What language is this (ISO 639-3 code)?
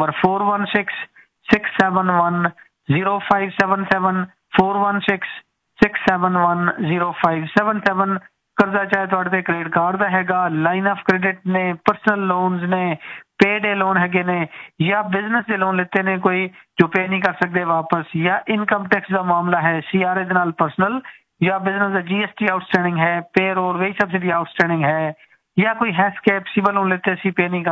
pan